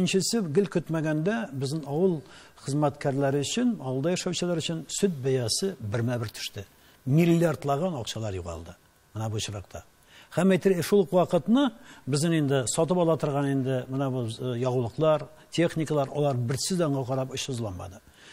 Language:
Tatar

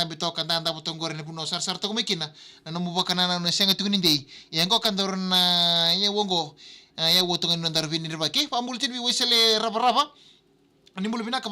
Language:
Fijian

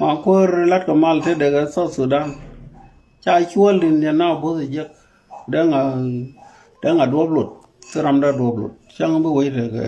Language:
Nuer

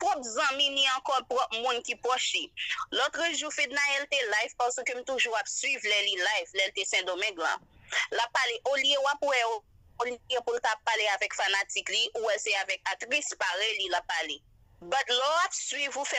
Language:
Haitian Creole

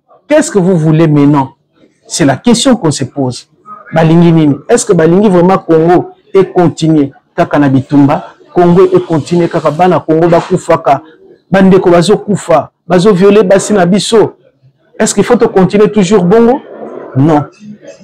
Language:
Lingala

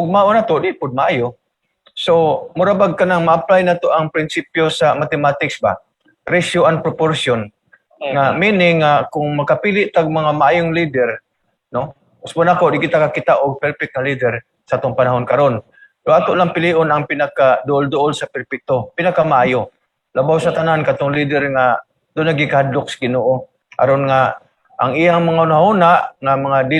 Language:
Cebuano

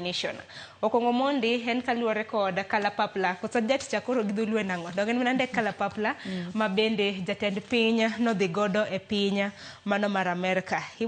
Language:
Luo (Kenya and Tanzania)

